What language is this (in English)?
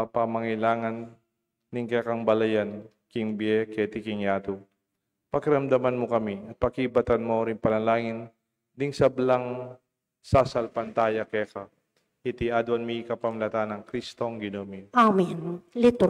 Pampanga